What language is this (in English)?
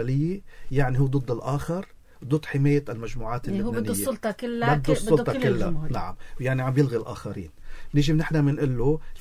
North Levantine Arabic